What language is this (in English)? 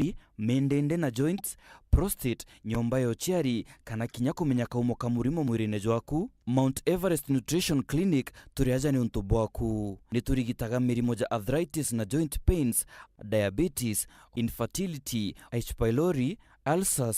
Meru